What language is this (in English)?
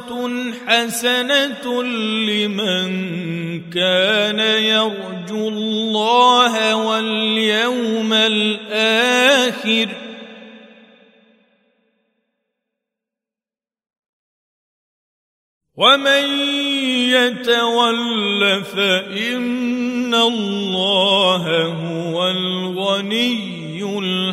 Arabic